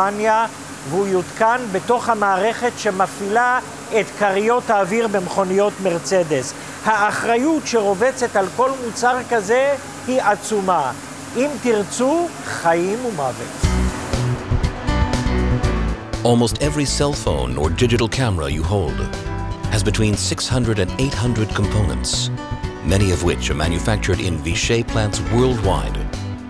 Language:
Hebrew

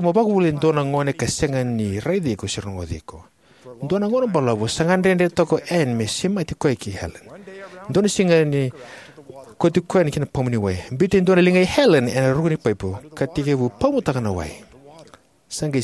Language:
Fijian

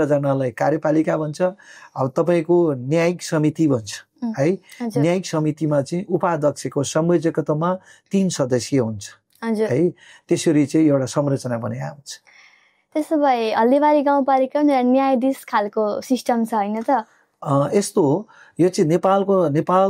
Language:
Nepali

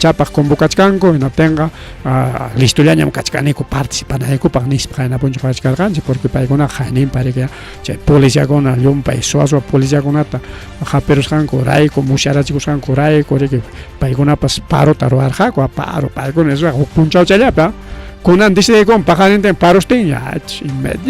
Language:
Ayacucho Quechua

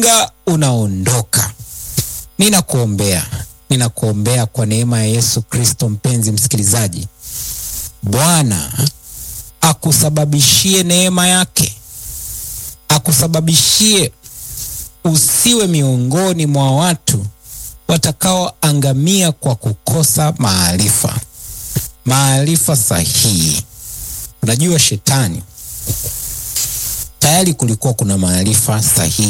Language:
Swahili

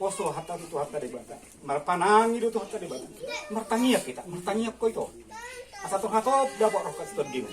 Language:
Batak Toba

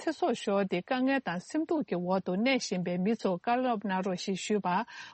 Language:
Tibetan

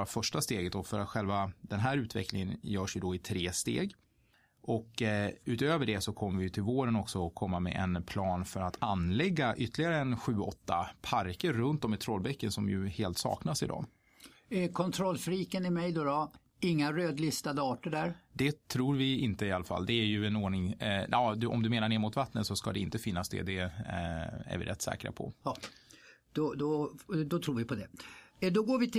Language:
Swedish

